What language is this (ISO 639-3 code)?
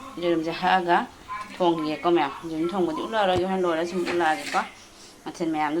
mni